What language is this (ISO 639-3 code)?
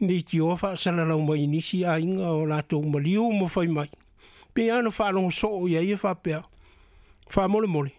smo